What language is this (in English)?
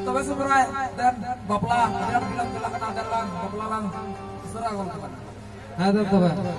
Santali